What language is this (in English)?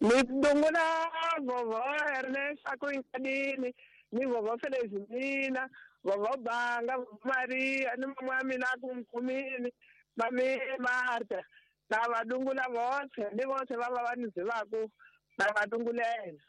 Tsonga